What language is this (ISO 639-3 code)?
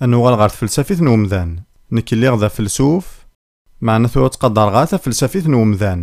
kab